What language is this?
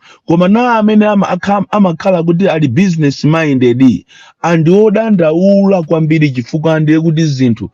Nyanja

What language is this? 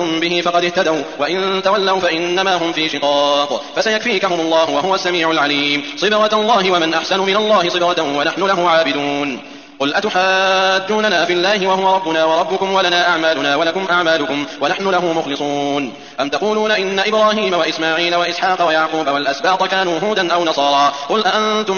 Arabic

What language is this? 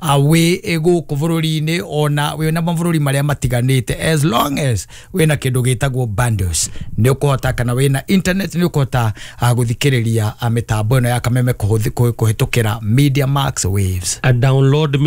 Kikuyu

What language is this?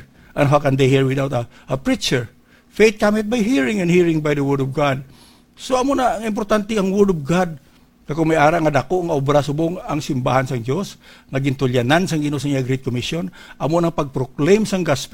Hiligaynon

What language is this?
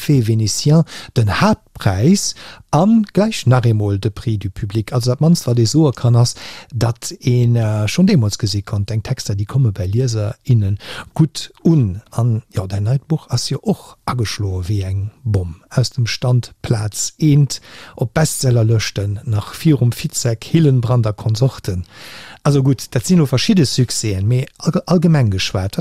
Luxembourgish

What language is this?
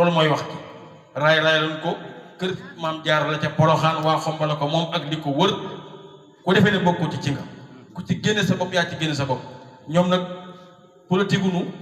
Wolof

